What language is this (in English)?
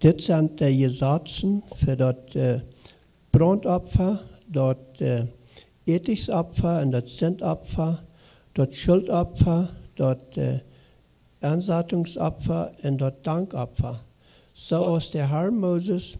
Plautdietsch